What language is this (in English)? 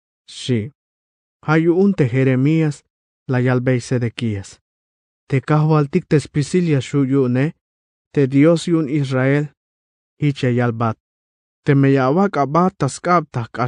Tzeltal